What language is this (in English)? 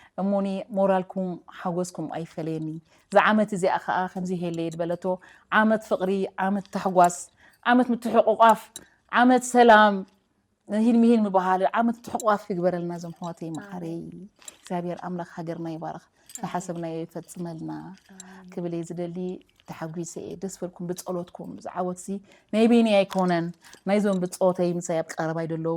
Tigrinya